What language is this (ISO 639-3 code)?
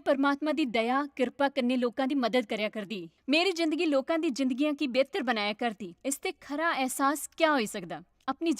doi